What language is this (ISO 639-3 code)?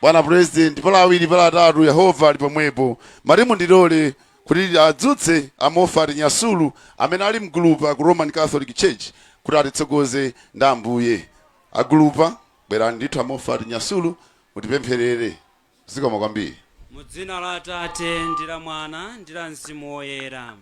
nya